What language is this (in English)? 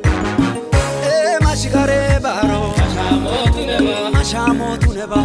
Kafa